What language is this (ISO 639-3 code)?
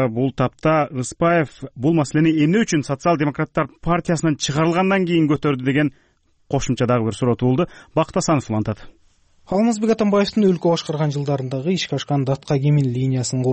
kir